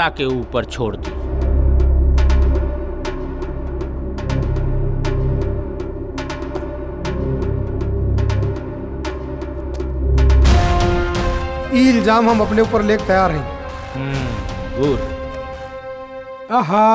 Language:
Bhojpuri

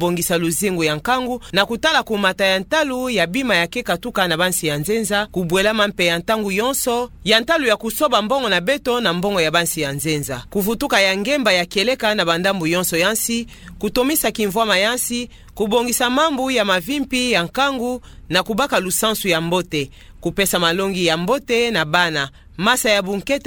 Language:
Kituba (Democratic Republic of Congo)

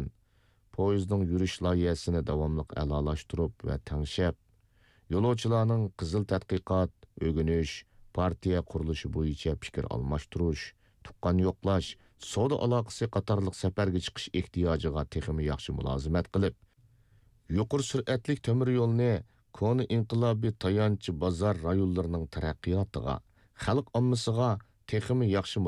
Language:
Uyghur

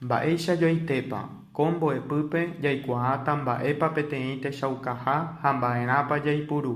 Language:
Guarani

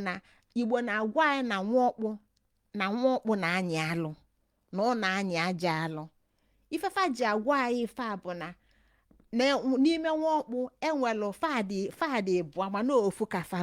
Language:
Igbo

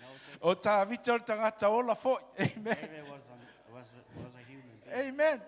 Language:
Samoan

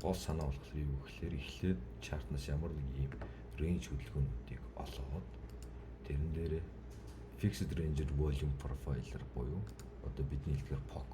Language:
Mongolian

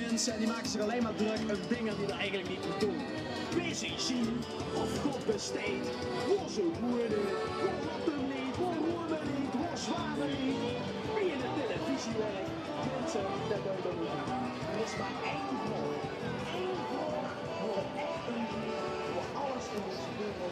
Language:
Limburgish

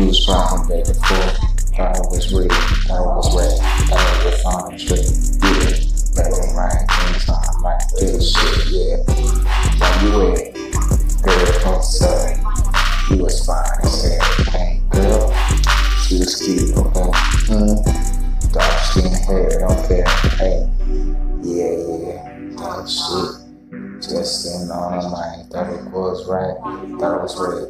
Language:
English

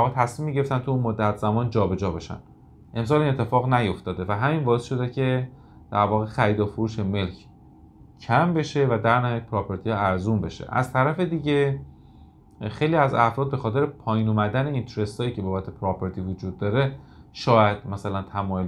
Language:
Persian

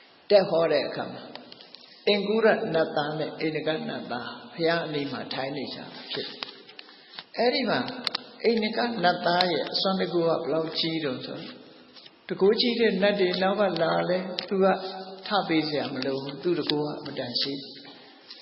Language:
Burmese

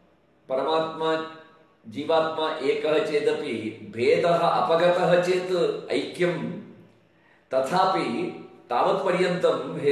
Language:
Sanskrit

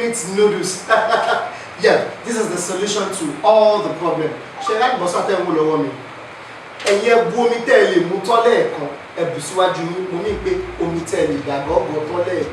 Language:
Yoruba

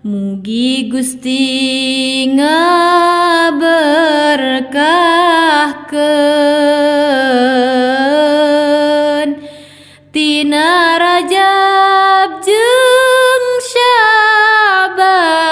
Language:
Sundanese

